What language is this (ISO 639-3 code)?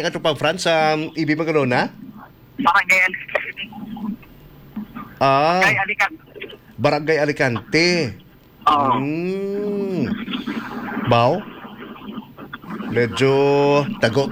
fil